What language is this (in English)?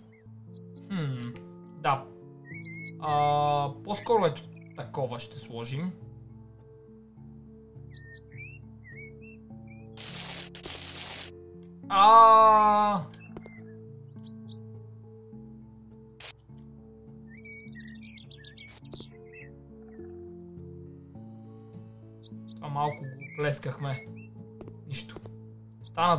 Bulgarian